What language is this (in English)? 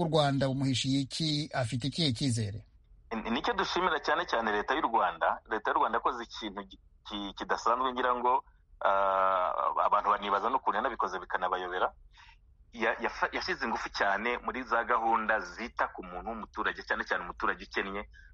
Kinyarwanda